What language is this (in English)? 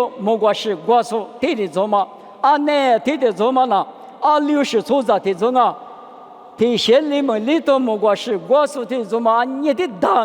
Lisu